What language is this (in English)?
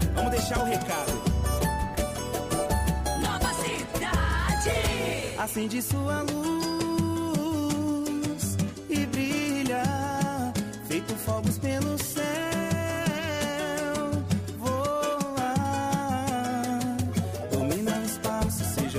Portuguese